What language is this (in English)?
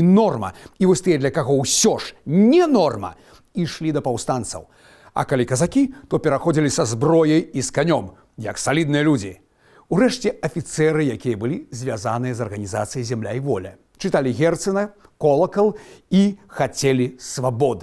Belarusian